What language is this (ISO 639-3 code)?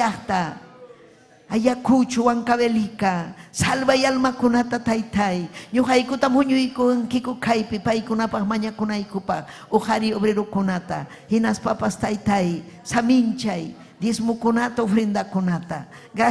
quy